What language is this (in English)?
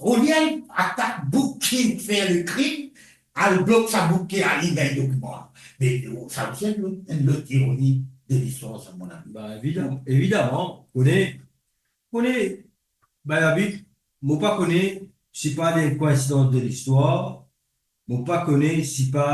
Morisyen